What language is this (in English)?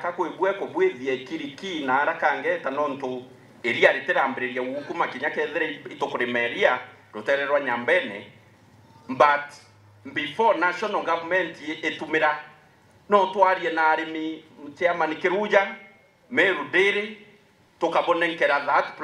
Meru